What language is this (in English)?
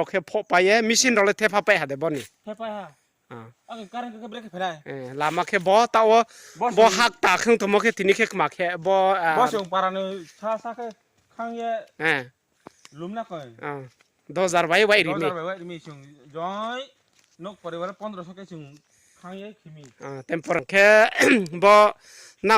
Riang (India)